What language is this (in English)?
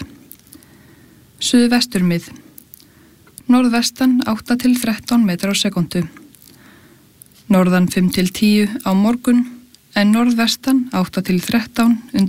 Icelandic